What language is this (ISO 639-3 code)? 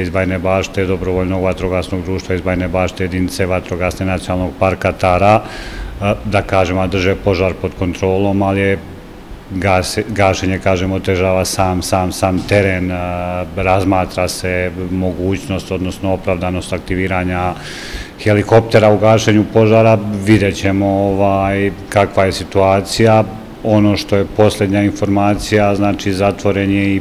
srp